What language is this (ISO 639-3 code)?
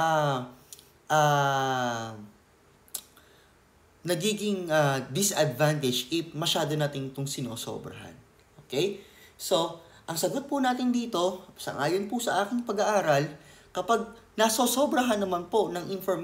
fil